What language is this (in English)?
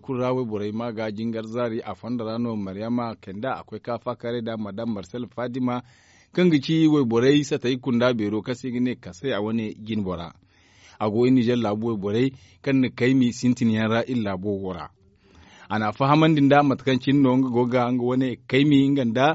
Zarma